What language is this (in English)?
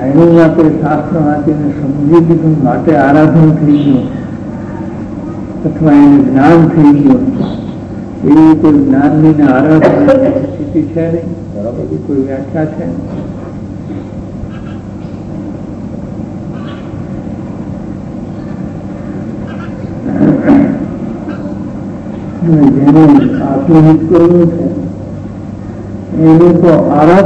Gujarati